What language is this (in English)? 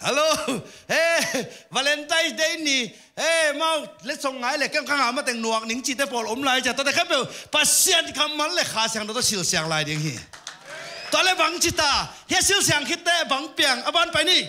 Tedim Chin